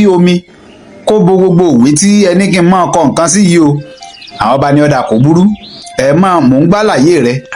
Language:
Yoruba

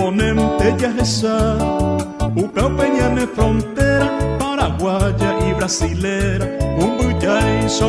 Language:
Guarani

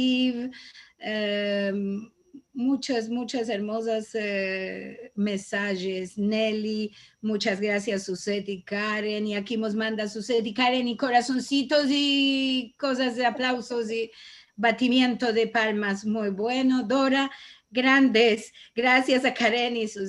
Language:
Ladino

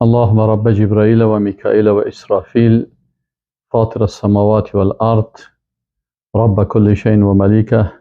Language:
Persian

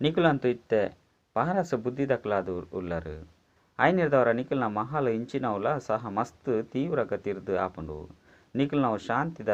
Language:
Tulu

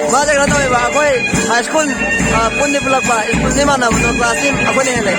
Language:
Manipuri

